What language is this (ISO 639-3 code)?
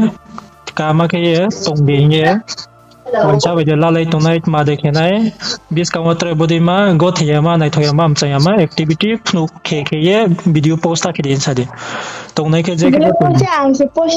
ria